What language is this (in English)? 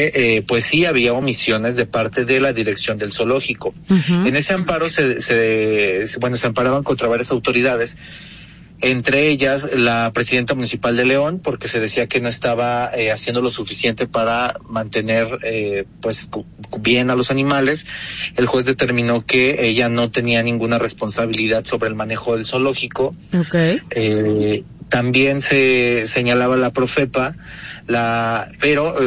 Spanish